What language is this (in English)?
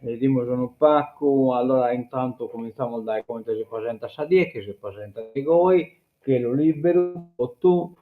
Sardinian